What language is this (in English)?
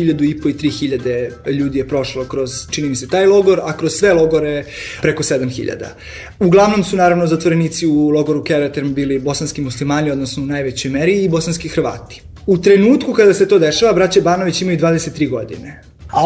Serbian